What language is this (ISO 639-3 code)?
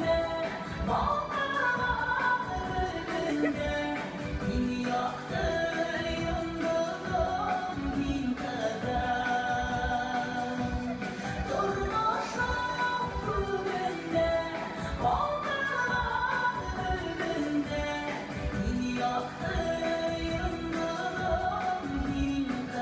bak